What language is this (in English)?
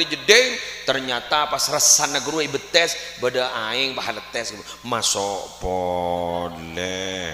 Madurese